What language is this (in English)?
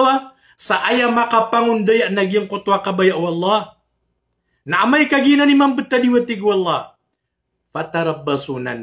Maranao